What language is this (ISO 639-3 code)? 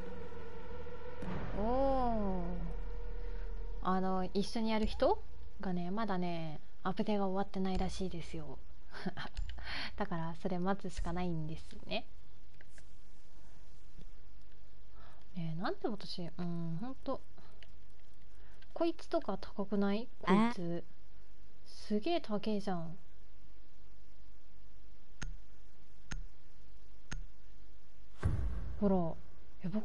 jpn